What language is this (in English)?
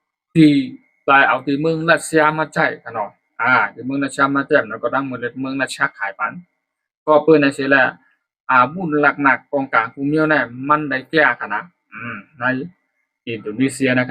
Shan